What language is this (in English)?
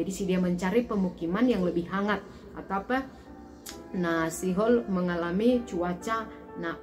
Batak Simalungun